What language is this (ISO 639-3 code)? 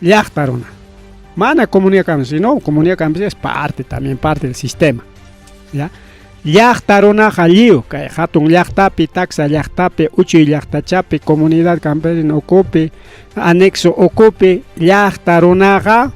quy